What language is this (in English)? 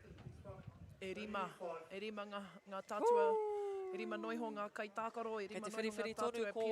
Māori